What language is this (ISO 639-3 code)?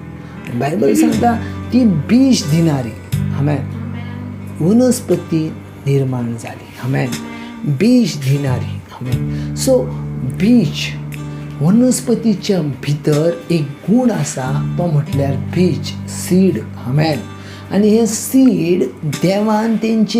kok